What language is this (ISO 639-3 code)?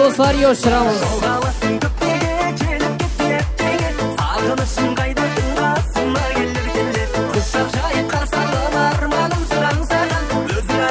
kaa